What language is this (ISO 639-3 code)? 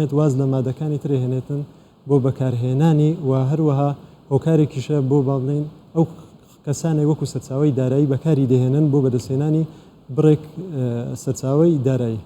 ckb